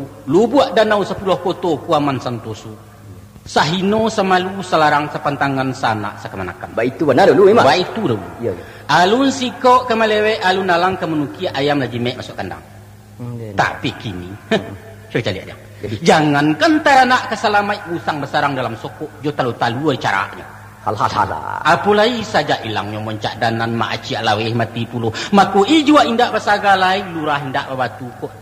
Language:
Minangkabau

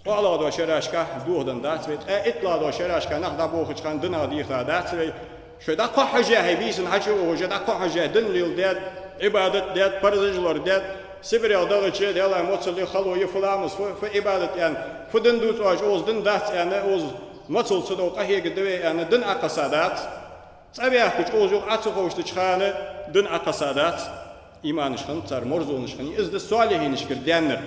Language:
Ingush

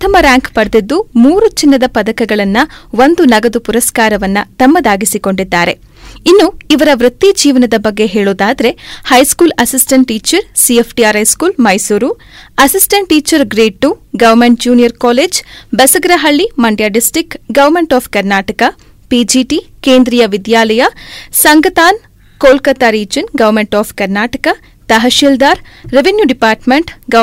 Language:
Kannada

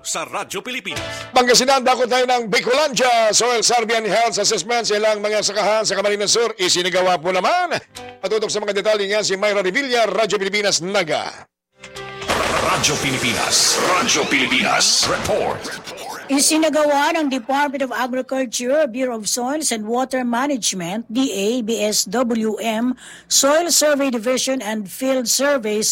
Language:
Filipino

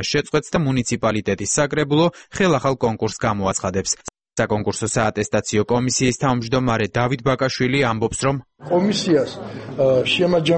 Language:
Georgian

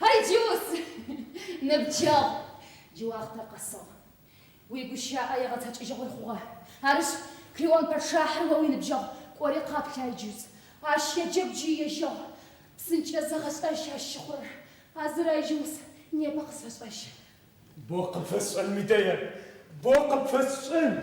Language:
Adyghe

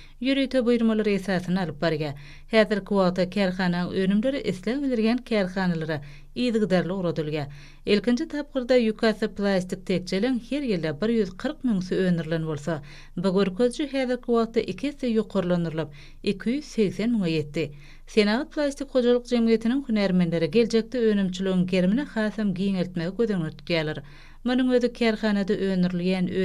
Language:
Turkmen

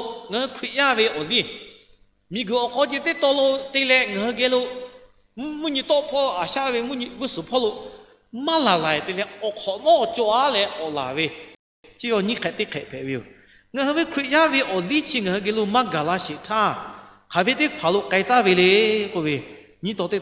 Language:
Lahu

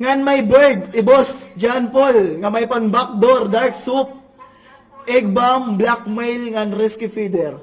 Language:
Waray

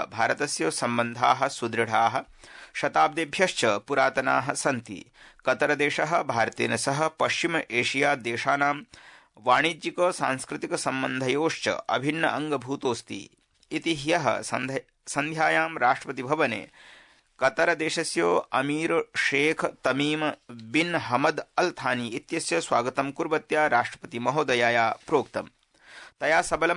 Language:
Sanskrit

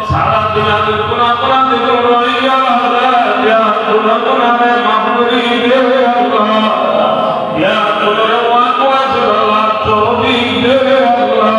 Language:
Rohingya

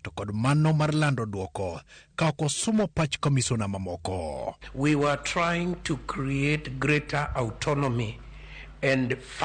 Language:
Luo (Kenya and Tanzania)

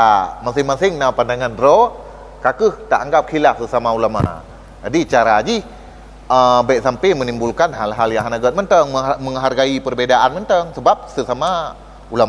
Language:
Achinese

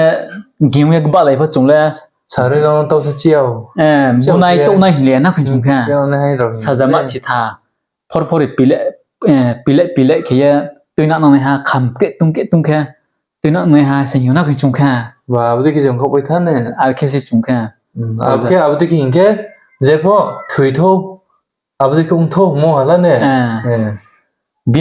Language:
Riang (India)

